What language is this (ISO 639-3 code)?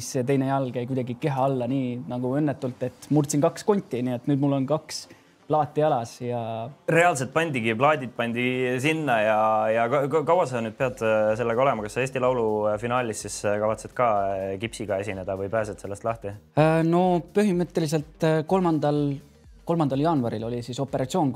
est